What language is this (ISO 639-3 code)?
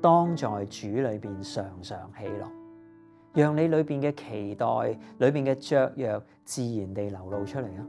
yue